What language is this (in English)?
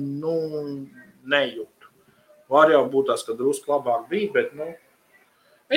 Latvian